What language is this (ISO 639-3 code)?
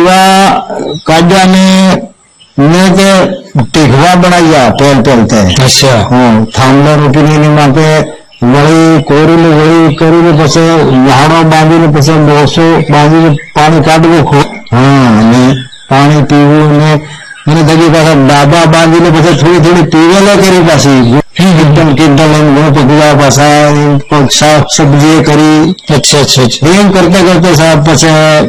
guj